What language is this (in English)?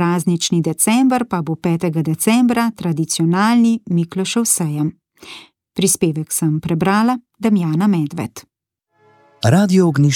Slovenian